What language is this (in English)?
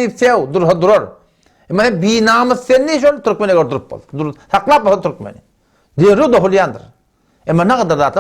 Turkmen